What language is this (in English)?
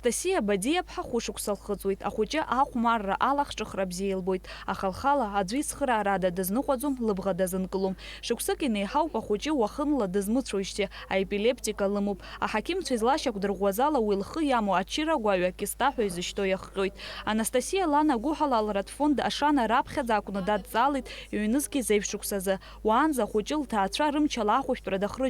Abkhazian